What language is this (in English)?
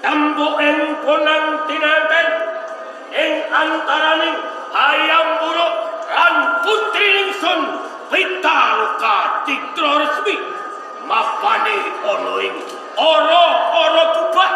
Javanese